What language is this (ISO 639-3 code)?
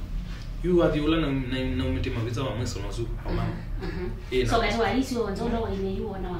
kam